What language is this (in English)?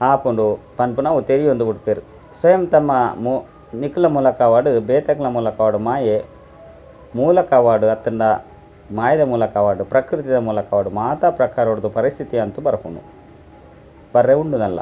Tulu